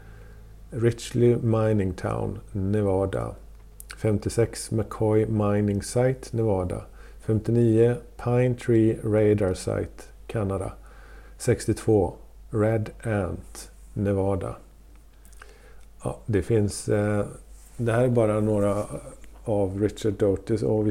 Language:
Swedish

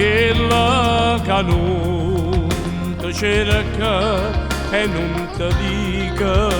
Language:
Neapolitan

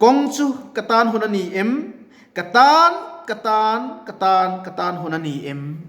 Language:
Mizo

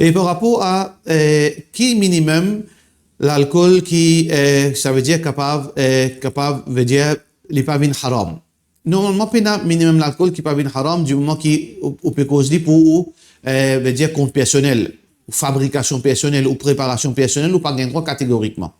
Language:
Morisyen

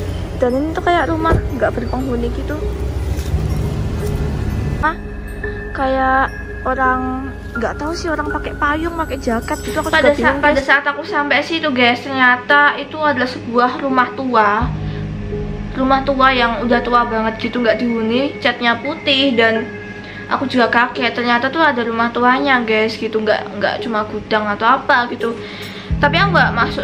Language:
Indonesian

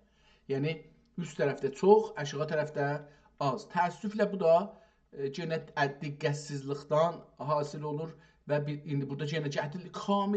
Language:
South Azerbaijani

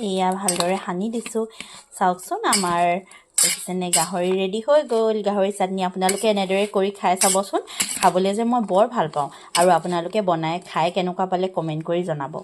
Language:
Assamese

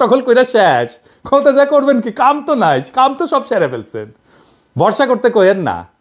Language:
Bangla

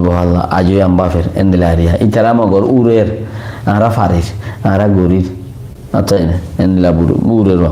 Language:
Rohingya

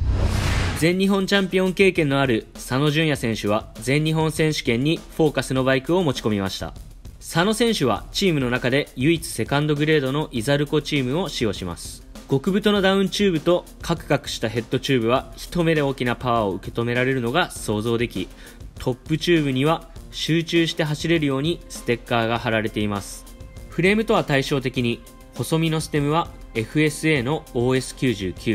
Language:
Japanese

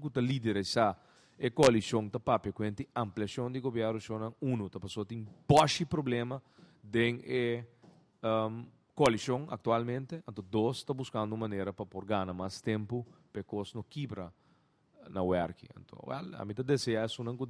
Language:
Papiamento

